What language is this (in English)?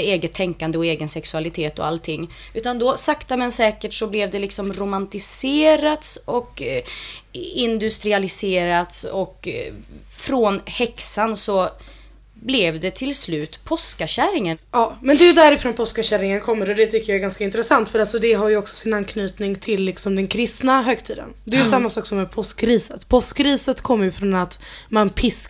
Swedish